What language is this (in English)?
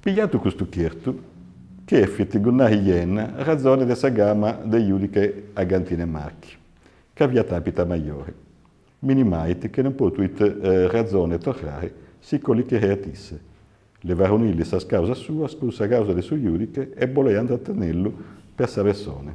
Sardinian